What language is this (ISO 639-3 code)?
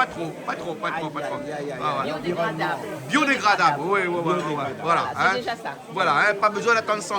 rcf